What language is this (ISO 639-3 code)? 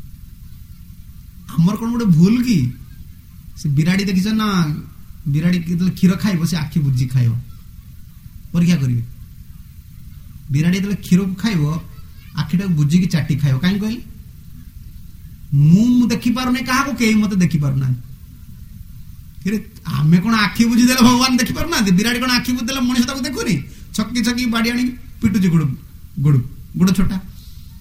ori